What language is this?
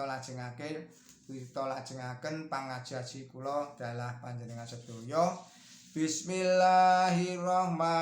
Javanese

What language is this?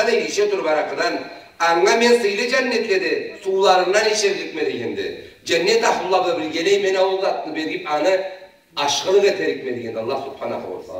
Karachay-Balkar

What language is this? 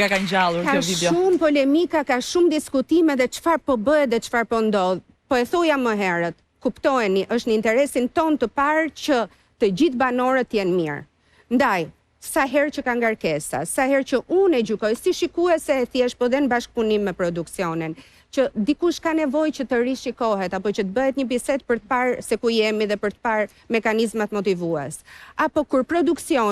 Albanian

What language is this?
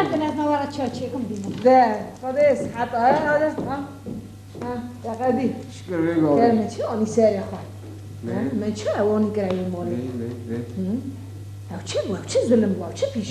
Kurdish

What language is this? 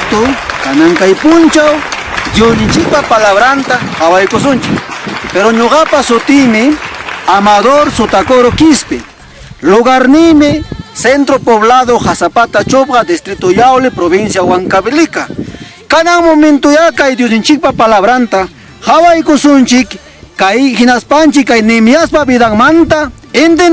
Ayacucho Quechua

